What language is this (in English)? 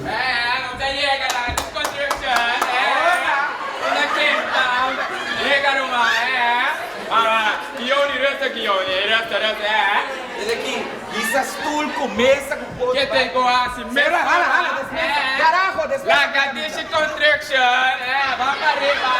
Papiamento